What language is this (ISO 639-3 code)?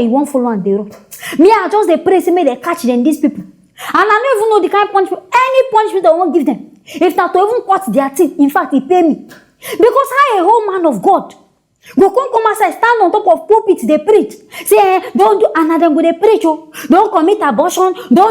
pcm